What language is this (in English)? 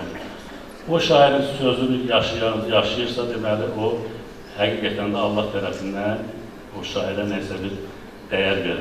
Azerbaijani